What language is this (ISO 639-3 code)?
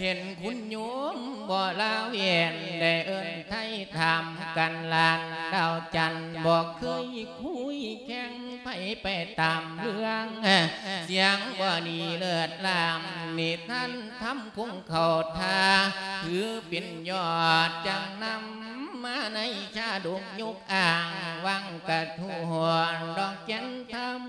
lao